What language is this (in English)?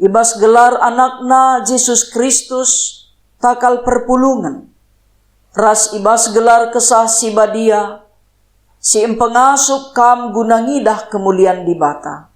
Batak Karo